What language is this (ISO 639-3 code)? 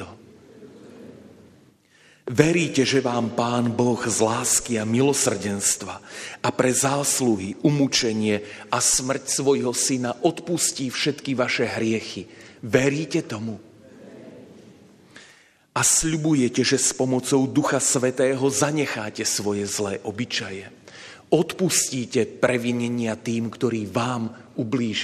slk